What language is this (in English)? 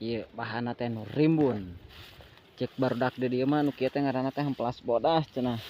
Sundanese